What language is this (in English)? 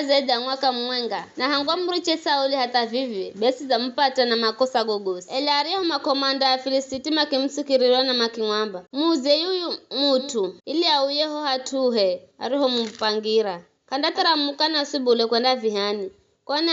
Giryama